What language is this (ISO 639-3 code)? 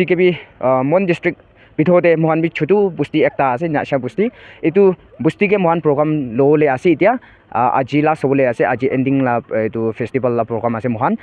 nag